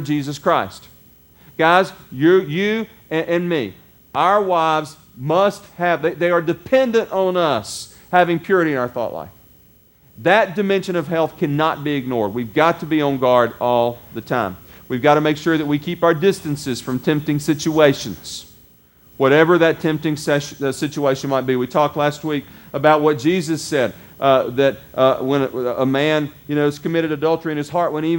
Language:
English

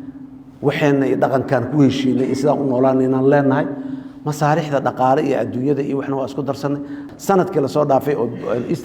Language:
Somali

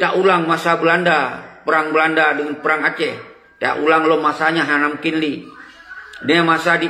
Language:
Achinese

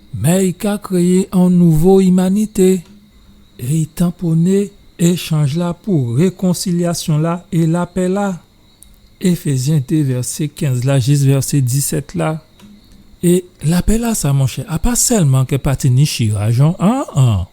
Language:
Guadeloupean Creole French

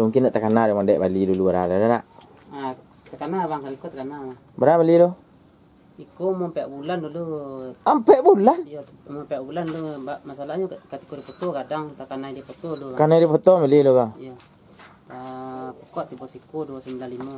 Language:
Minangkabau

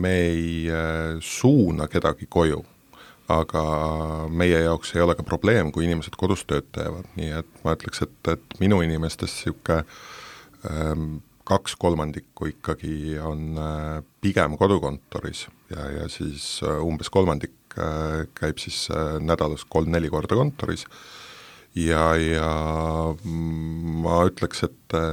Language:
Estonian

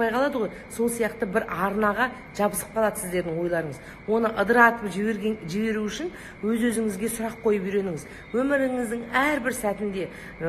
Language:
Kazakh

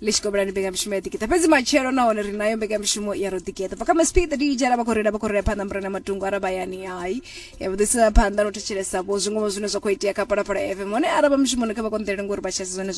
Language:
Venda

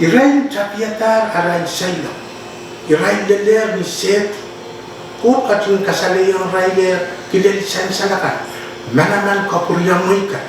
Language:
Pohnpeian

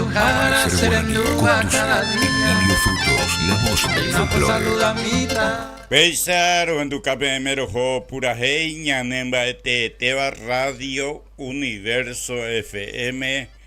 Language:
Guarani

